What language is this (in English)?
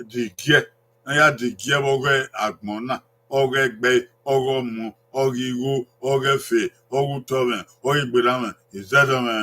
Bini